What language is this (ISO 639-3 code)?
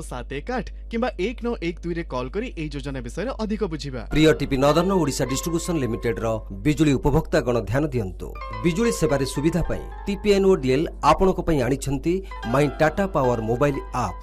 ori